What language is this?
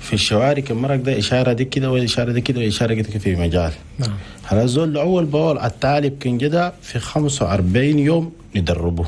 Chadian Arabic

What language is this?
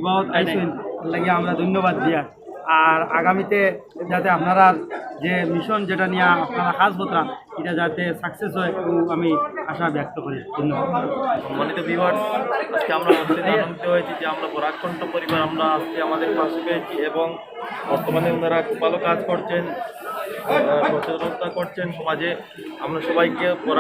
Sylheti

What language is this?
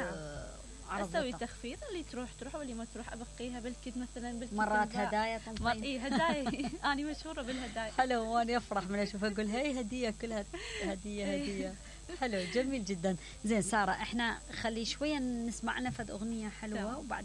Mesopotamian Arabic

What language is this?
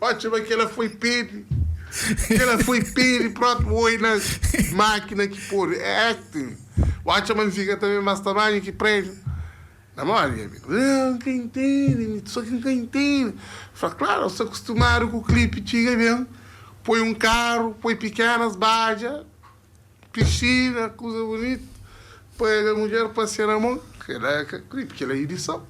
Kabuverdianu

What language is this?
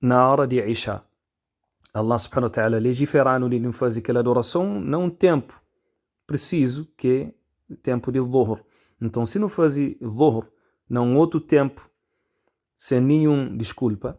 Kabuverdianu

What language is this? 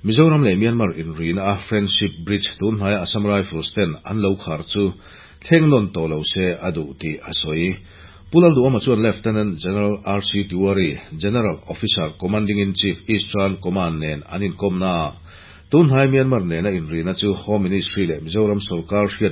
Mizo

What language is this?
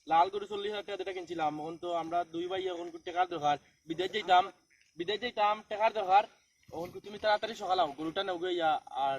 Sylheti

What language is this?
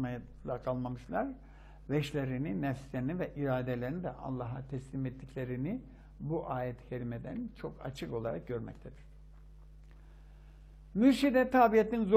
Turkish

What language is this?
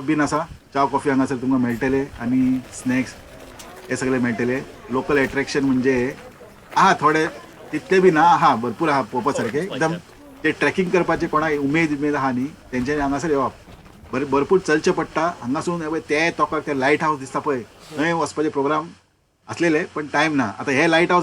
Konkani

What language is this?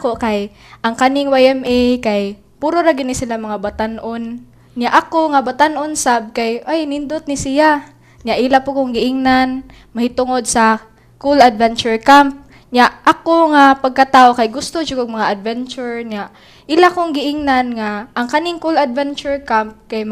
Cebuano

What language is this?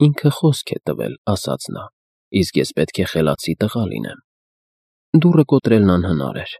Armenian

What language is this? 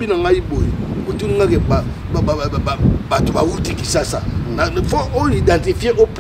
Lingala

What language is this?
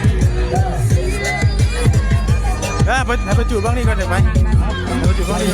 Northeastern Thai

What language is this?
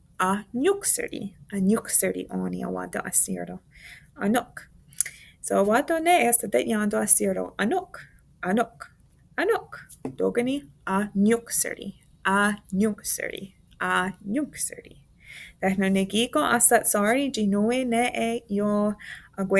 Mohawk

